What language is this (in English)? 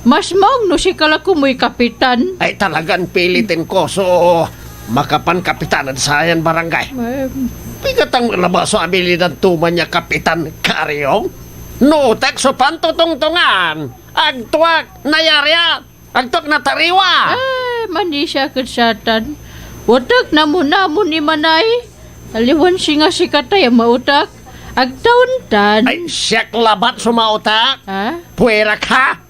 Pangasinan